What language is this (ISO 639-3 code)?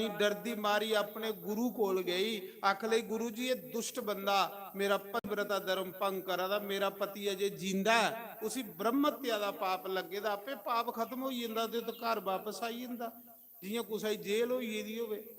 doi